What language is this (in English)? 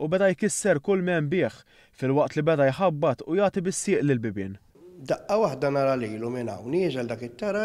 Maltese